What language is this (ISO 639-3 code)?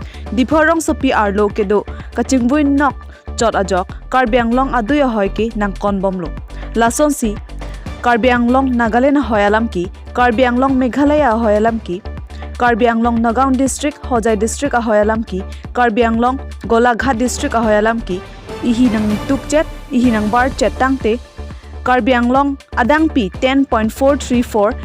mjw